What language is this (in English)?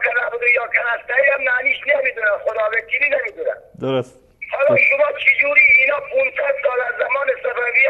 Persian